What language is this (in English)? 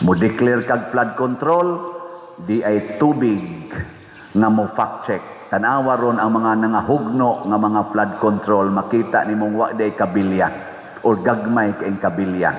Cebuano